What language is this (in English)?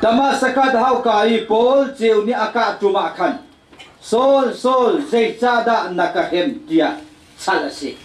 Hakha Chin